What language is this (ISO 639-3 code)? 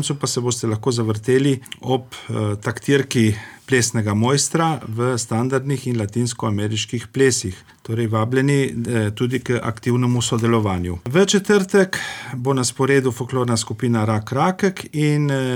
slv